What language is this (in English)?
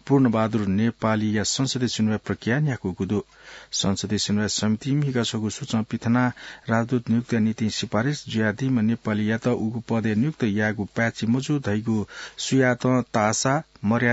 Newari